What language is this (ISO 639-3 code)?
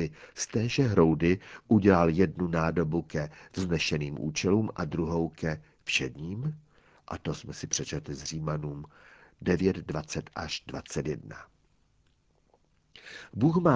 ces